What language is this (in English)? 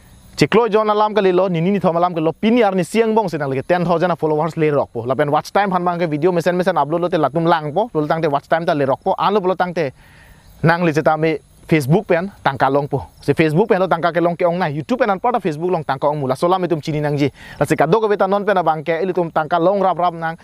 Karbi